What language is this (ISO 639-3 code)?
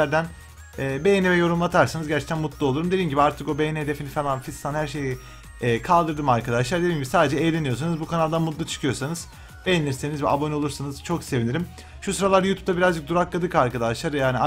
tur